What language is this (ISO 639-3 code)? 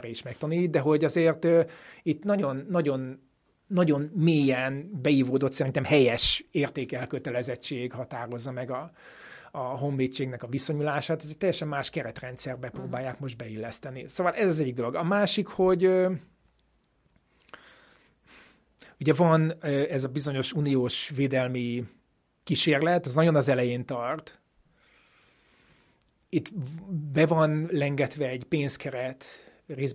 hun